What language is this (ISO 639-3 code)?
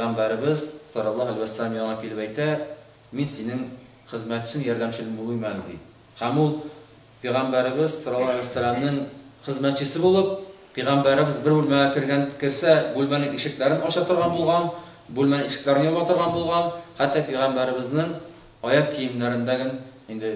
tat